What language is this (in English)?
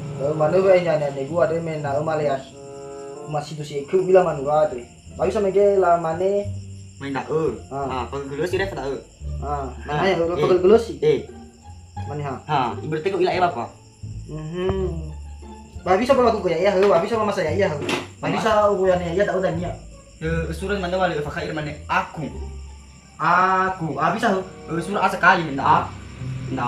Nias